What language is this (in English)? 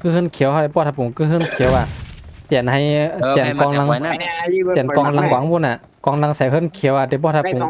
Shan